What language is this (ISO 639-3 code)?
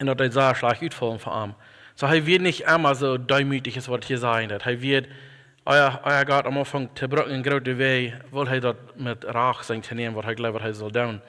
pdt